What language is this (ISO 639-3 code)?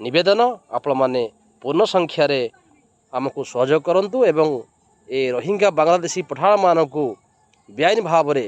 ori